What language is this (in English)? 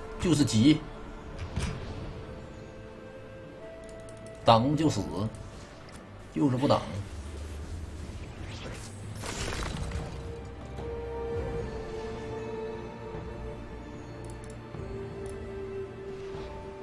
Chinese